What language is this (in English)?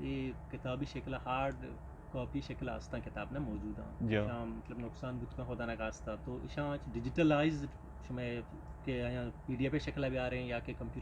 Eastern Balochi